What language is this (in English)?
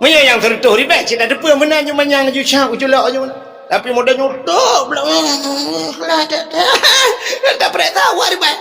Achinese